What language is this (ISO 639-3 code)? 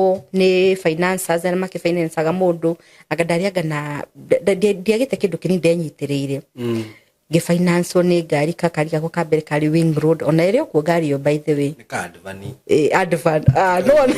kik